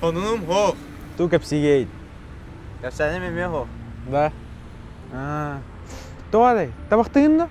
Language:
Yakut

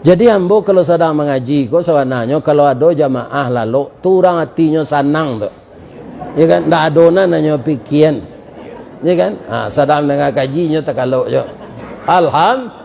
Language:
Minangkabau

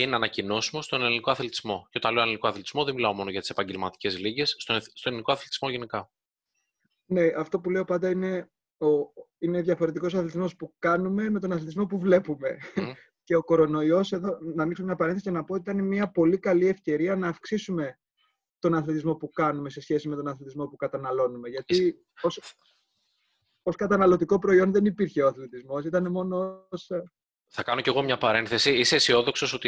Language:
Greek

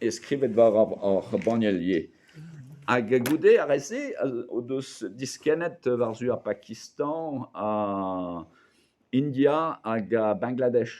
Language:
Breton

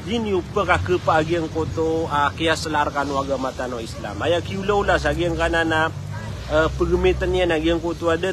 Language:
Maranao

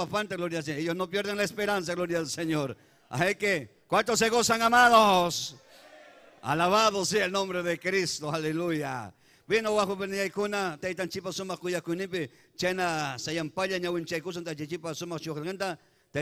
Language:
Ayacucho Quechua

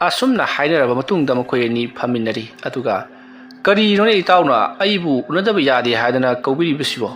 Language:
Manipuri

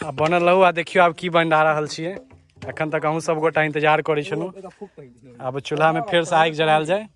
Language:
Maithili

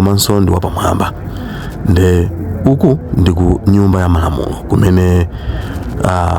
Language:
Nyanja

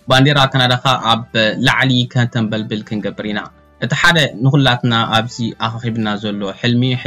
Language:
Tigrinya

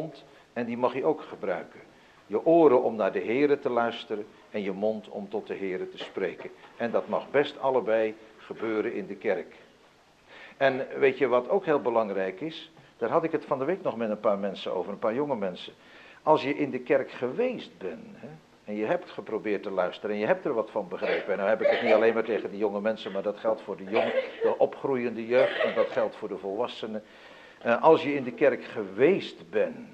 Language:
Dutch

